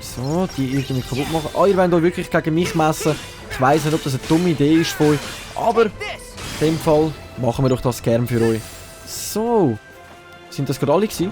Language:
Swiss German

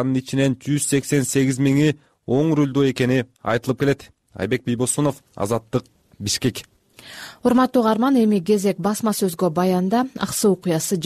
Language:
Kyrgyz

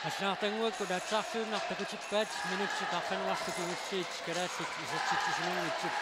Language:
Kalaallisut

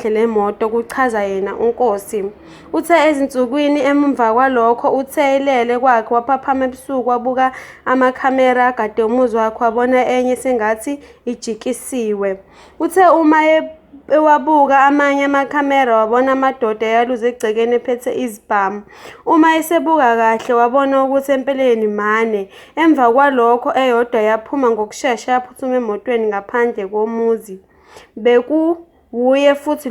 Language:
Zulu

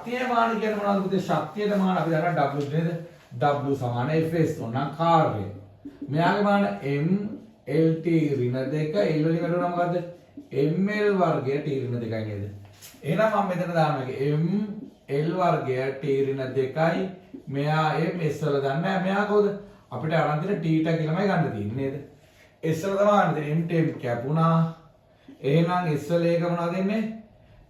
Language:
Sinhala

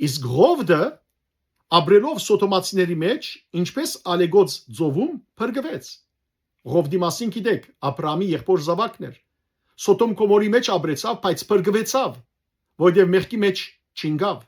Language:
Western Armenian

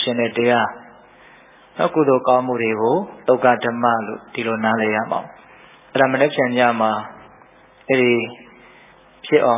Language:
Burmese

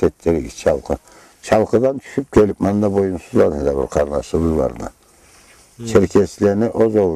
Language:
Karachay-Balkar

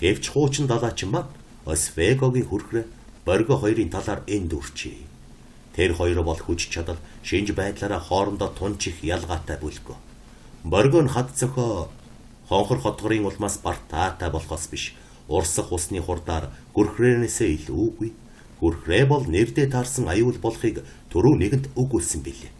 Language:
Mongolian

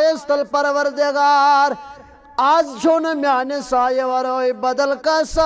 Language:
Kashmiri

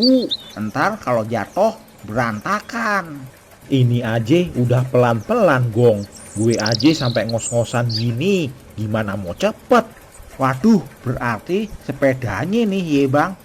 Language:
Betawi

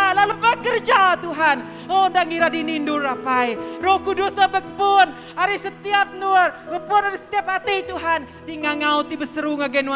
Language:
Iban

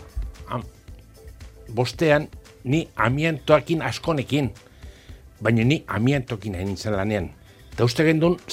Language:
Basque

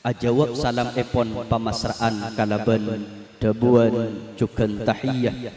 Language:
Madurese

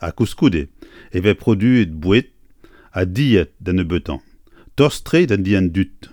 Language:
Breton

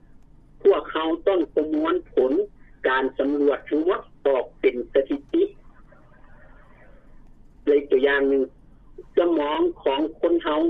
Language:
Lao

